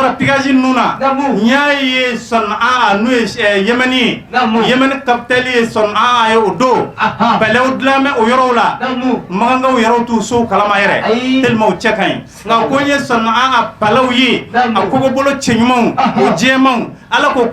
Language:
Bambara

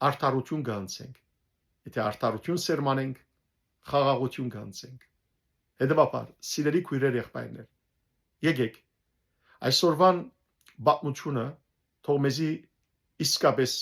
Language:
Western Armenian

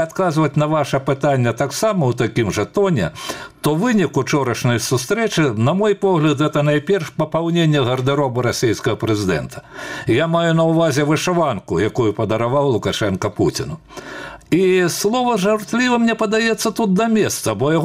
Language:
Belarusian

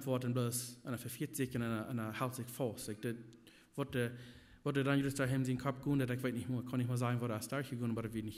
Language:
Plautdietsch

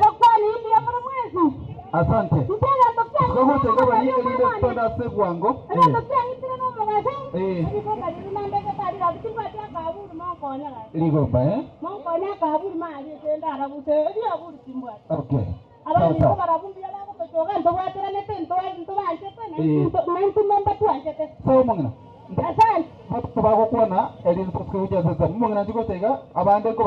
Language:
Gusii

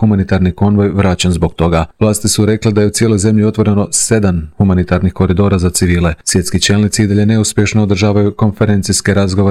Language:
Croatian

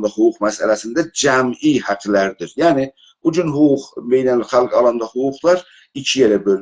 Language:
South Azerbaijani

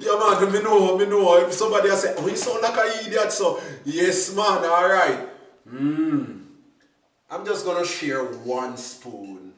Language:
Jamaican Creole English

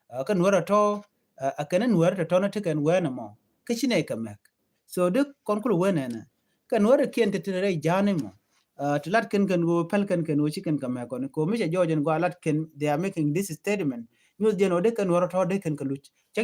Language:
Nuer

